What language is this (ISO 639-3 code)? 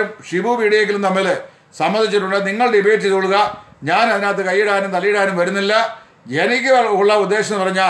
mal